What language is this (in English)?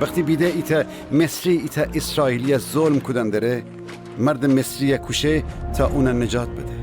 Gilaki